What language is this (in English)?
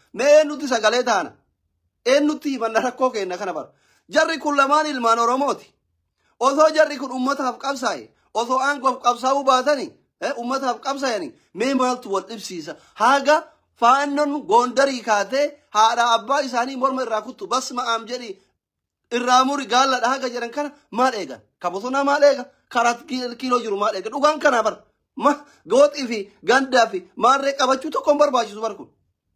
Oromo